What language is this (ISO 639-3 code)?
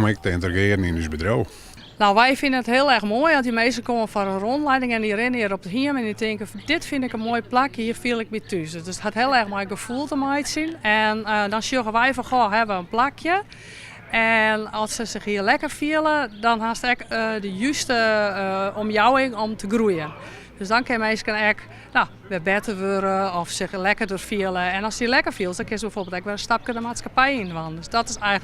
fry